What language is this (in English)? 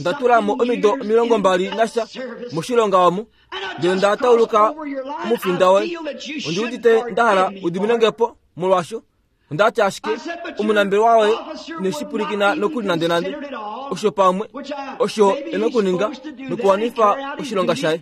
Kuanyama